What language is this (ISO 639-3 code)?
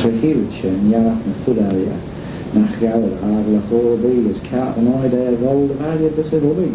glv